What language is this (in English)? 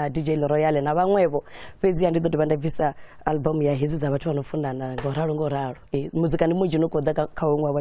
Venda